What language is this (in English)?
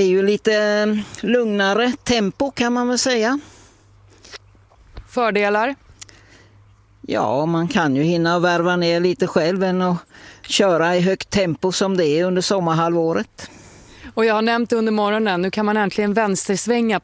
Swedish